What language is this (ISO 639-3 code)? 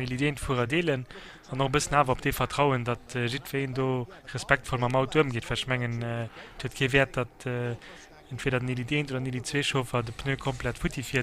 ltz